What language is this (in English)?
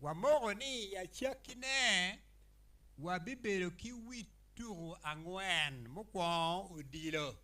Acoli